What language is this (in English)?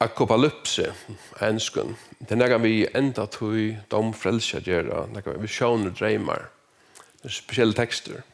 Faroese